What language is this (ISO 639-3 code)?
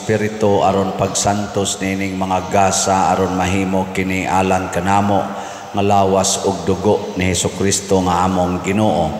ceb